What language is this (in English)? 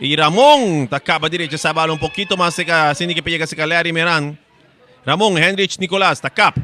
Papiamento